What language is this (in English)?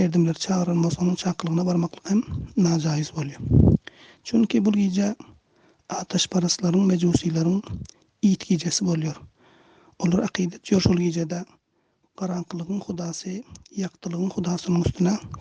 Turkmen